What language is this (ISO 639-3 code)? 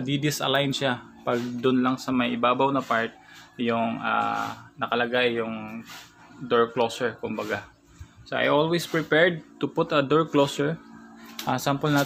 fil